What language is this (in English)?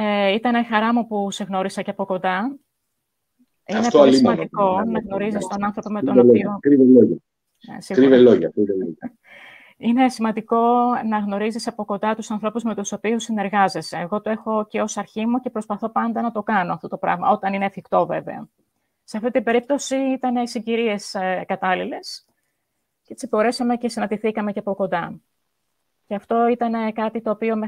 Greek